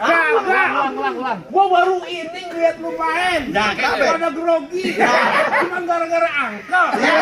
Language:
Betawi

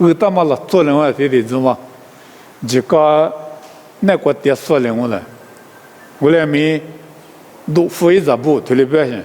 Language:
Lisu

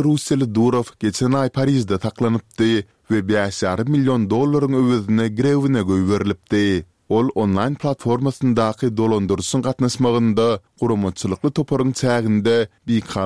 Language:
Turkmen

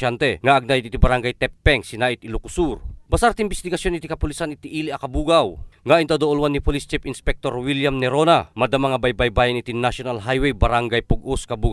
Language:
Iloko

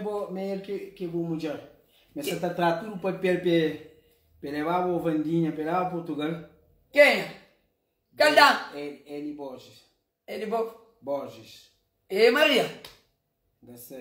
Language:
Kabuverdianu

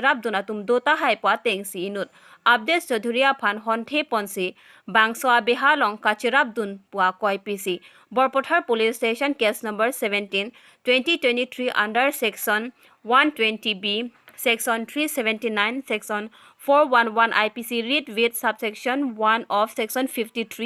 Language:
Karbi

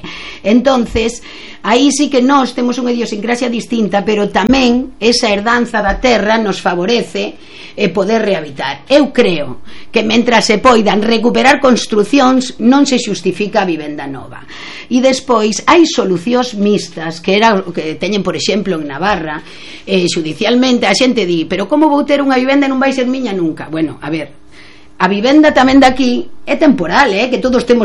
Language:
Galician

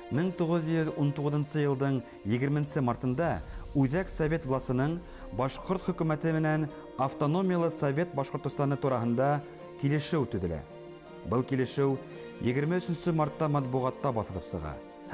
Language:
Bashkir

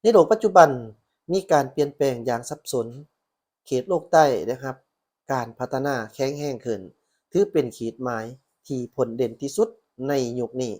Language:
Lao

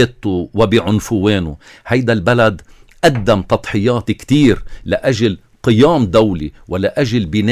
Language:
North Levantine Arabic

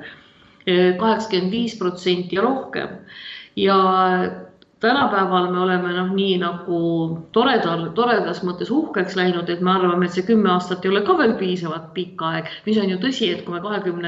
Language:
Estonian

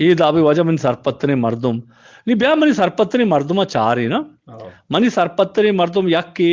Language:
Eastern Balochi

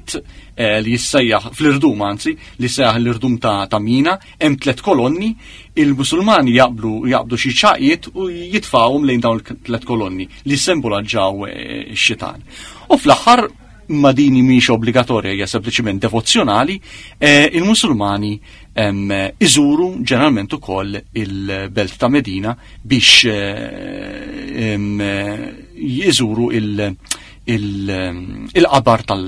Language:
Maltese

